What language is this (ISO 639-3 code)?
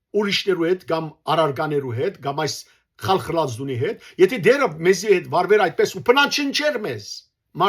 hyw